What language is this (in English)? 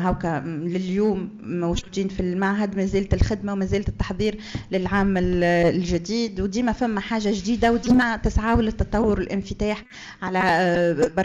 Tunisian Arabic